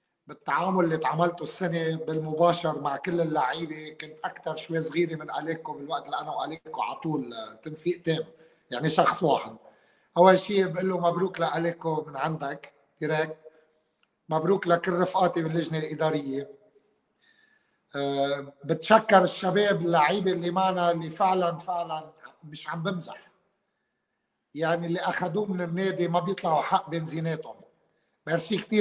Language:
North Levantine Arabic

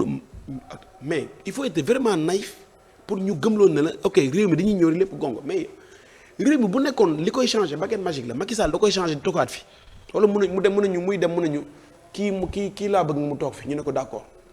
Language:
Wolof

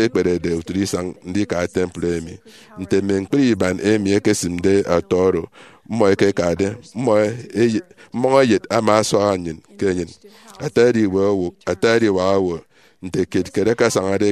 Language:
Efik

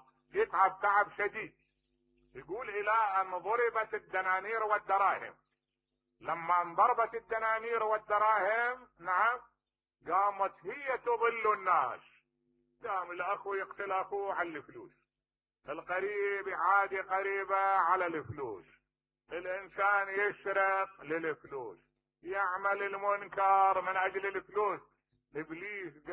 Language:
Mesopotamian Arabic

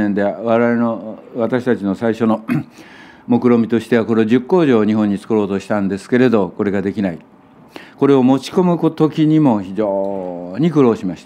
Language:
Japanese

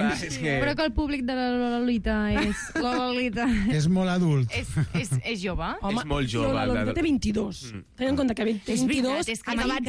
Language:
Catalan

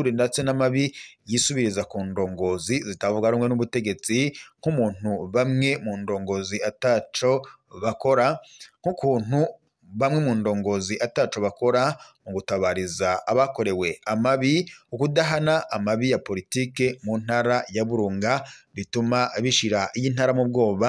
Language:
Rundi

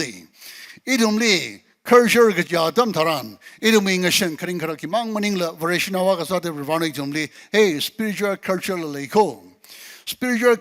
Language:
Tangkhul Naga (India)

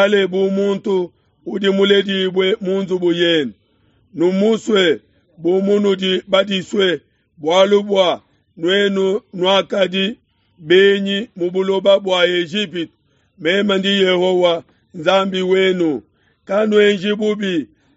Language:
Luba-Lulua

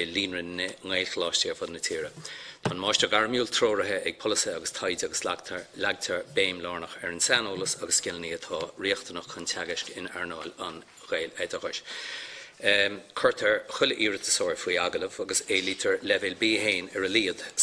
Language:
Irish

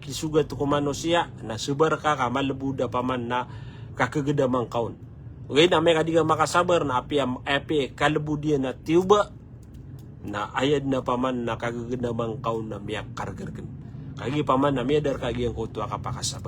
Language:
Maranao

